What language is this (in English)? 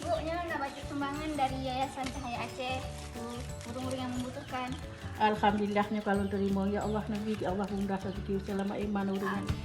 Achinese